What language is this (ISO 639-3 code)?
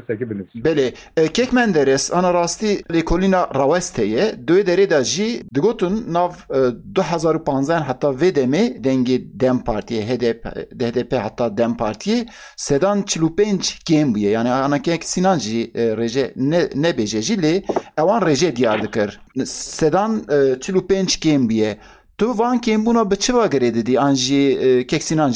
kur